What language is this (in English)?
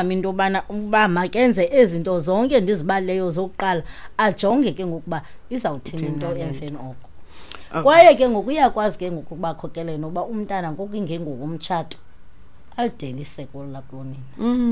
Xhosa